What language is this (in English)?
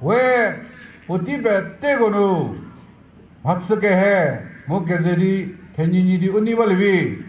Chokri Naga